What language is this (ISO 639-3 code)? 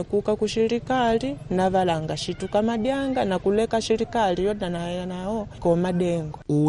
kde